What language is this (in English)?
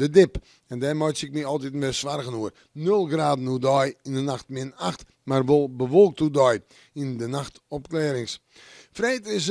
Western Frisian